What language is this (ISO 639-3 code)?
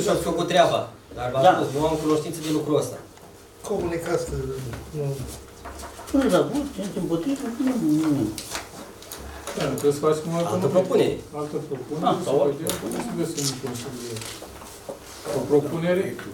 ron